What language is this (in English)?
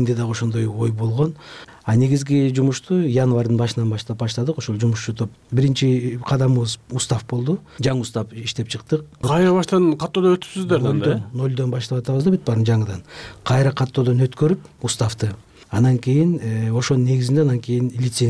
Kyrgyz